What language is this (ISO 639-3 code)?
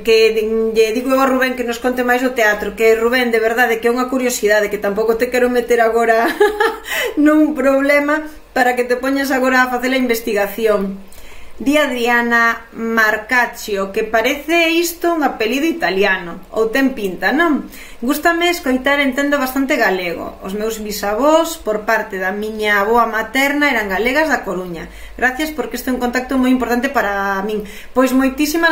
glg